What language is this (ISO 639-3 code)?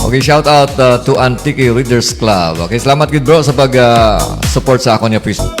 hil